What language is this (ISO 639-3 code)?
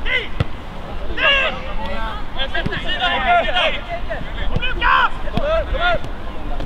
swe